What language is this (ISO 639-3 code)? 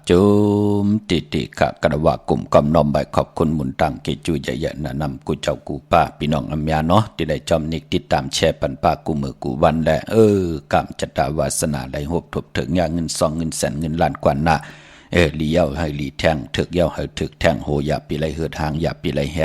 shn